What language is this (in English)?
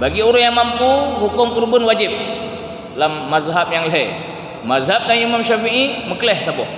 Achinese